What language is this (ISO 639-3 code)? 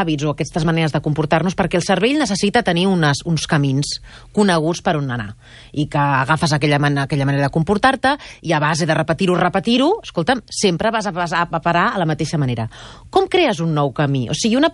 cat